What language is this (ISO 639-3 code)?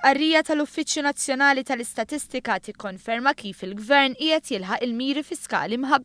mlt